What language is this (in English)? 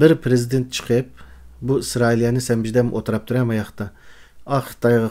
Uyghur